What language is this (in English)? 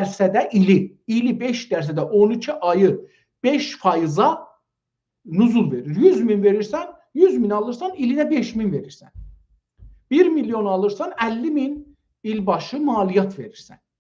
South Azerbaijani